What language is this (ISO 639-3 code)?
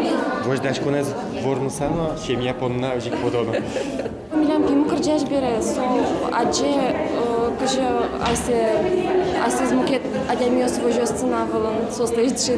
udm